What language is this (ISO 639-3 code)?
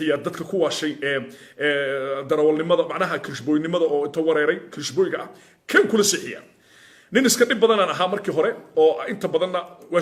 som